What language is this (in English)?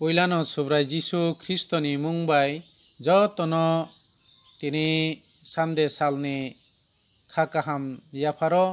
Kok Borok